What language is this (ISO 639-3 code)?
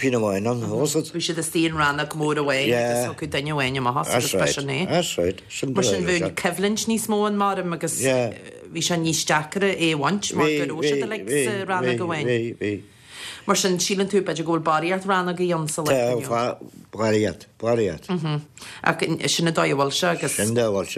gle